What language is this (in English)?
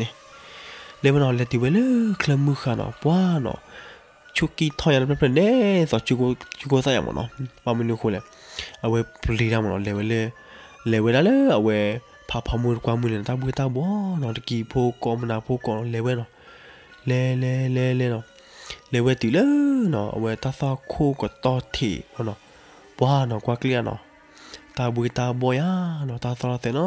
S'gaw Karen